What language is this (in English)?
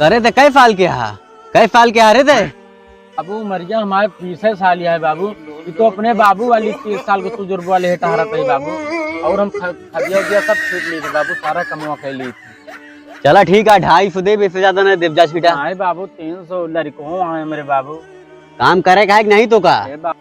Awadhi